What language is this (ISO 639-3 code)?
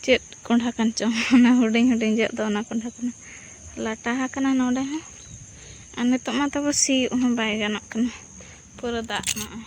sat